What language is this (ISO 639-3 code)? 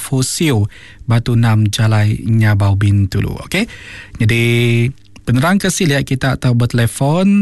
iba